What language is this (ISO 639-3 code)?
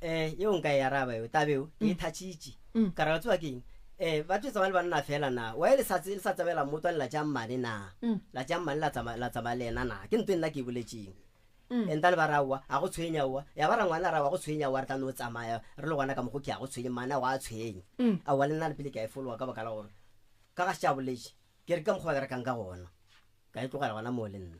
nso